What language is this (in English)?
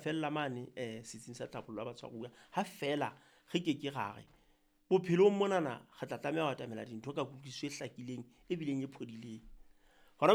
Southern Sotho